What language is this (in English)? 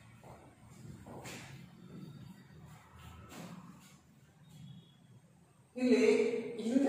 Kannada